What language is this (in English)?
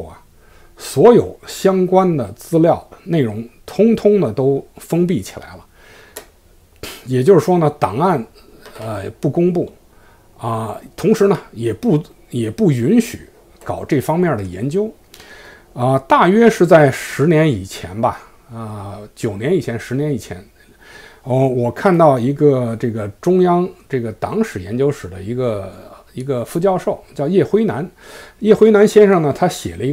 Chinese